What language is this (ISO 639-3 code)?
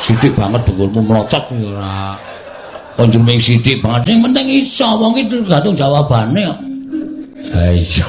jav